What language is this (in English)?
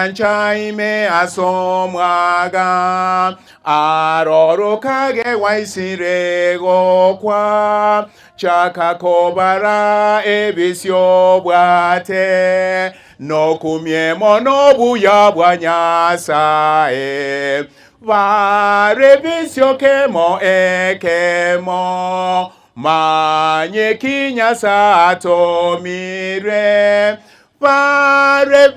Gusii